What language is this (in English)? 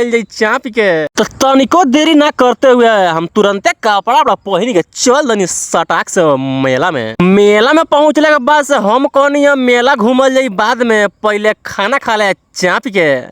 Bhojpuri